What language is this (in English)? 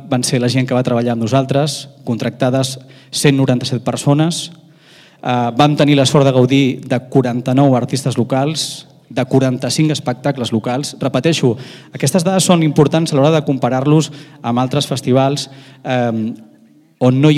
Catalan